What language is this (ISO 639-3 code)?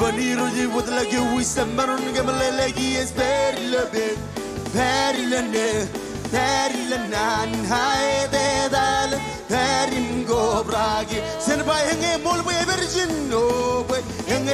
mah